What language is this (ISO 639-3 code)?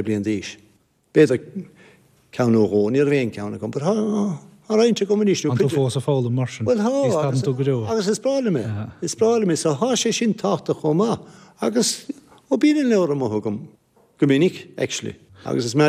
gle